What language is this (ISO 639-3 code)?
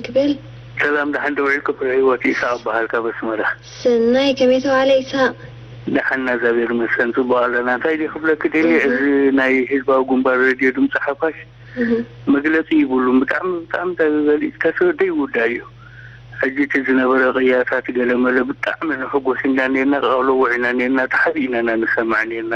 tir